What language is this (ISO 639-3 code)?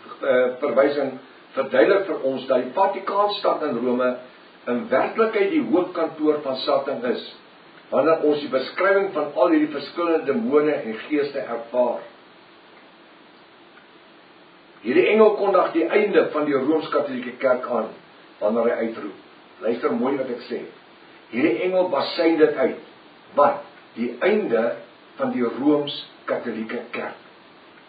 afr